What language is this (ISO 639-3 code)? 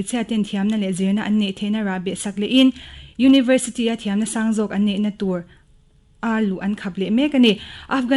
lus